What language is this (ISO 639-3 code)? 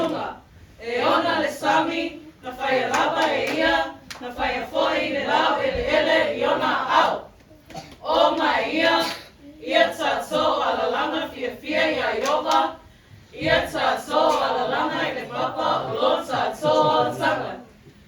smo